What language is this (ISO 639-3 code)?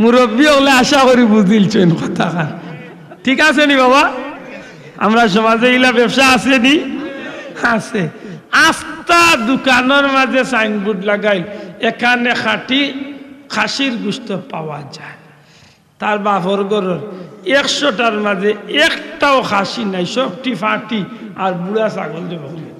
syl